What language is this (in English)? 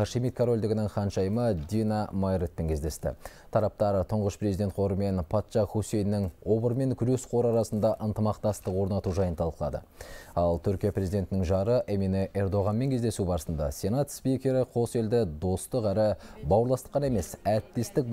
Kazakh